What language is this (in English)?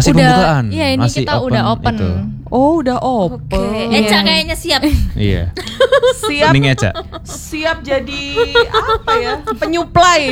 Indonesian